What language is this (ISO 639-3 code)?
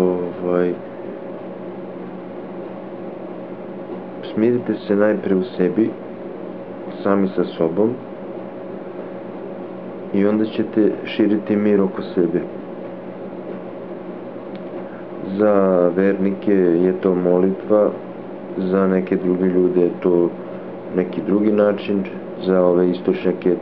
srp